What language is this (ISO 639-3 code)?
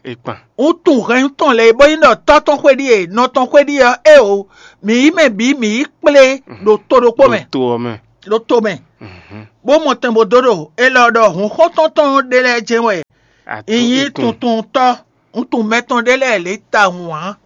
fon